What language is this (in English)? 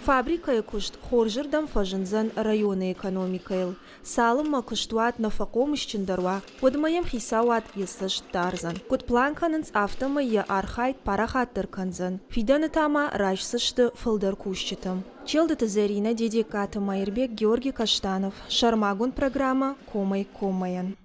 Ossetic